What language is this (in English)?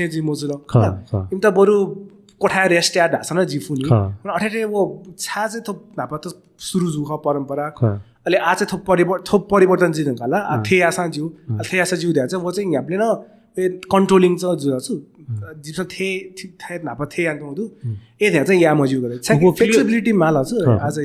Newari